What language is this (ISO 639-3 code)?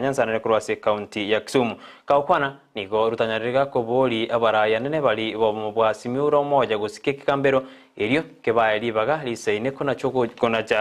guz